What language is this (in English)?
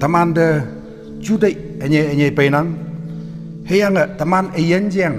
Konyak Naga